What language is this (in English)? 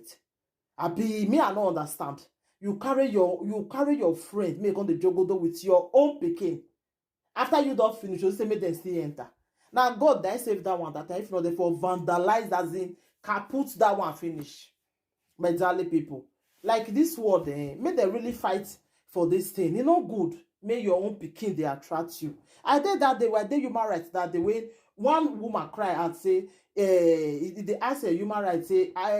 Nigerian Pidgin